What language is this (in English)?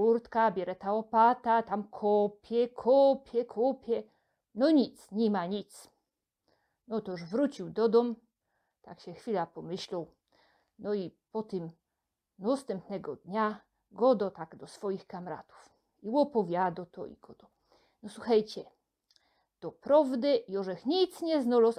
Silesian